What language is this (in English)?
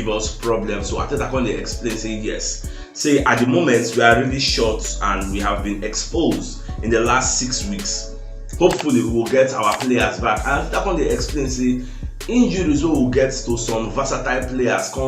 Nigerian Pidgin